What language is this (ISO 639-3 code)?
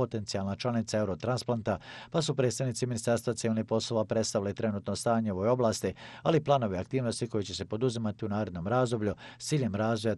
bos